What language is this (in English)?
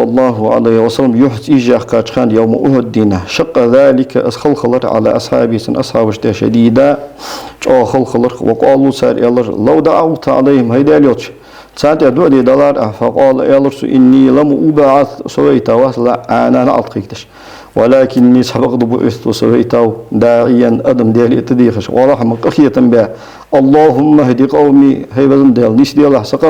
Ingush